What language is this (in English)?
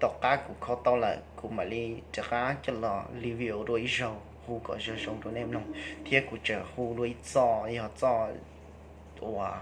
Hmong